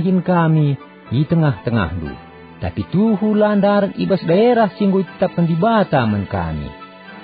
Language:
Batak Karo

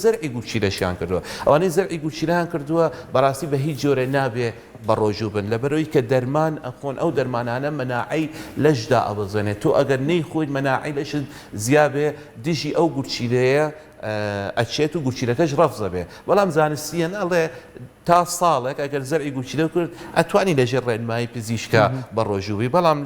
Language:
Central Kurdish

